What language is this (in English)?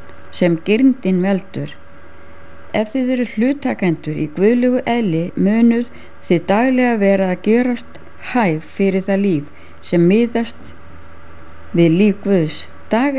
Icelandic